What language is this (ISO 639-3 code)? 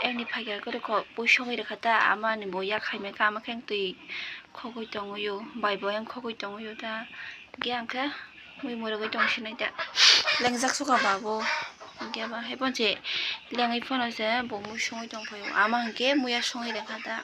trp